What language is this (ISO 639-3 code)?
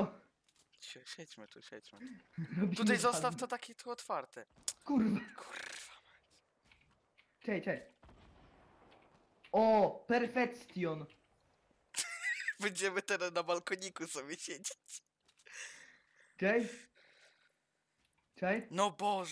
pol